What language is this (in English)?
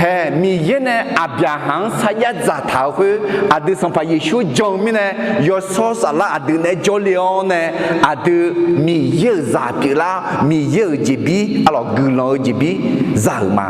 Akha